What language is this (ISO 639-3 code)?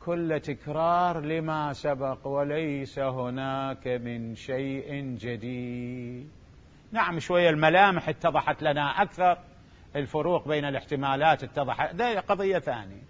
acm